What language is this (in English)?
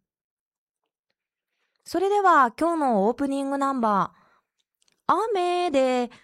Japanese